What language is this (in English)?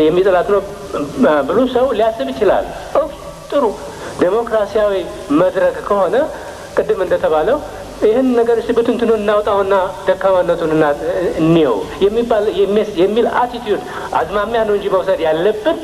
Amharic